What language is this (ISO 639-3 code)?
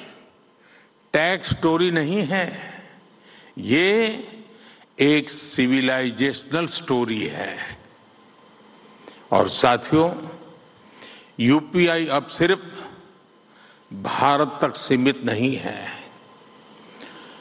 hin